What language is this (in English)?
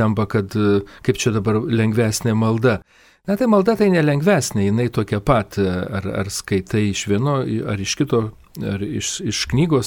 Lithuanian